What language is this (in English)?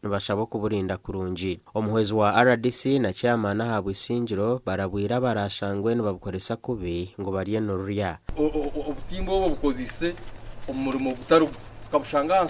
Nyankole